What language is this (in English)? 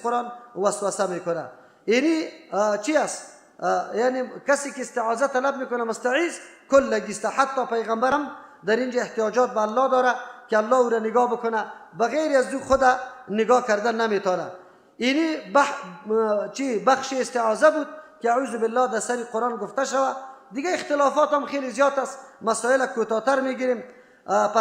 Persian